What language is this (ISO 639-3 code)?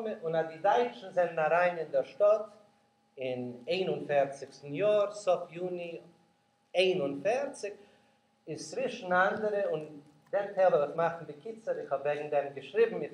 yid